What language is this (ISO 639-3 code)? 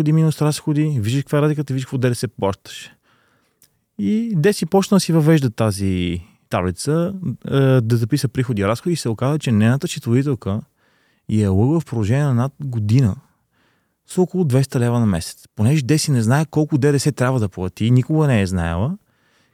bul